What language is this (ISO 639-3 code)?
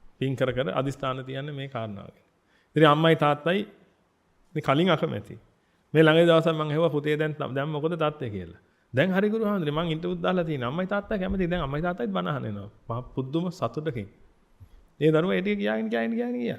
sin